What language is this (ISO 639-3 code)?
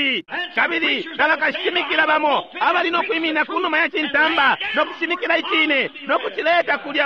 bem